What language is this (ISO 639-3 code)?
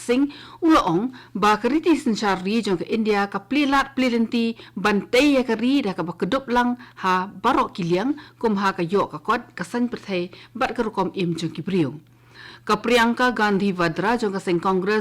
kha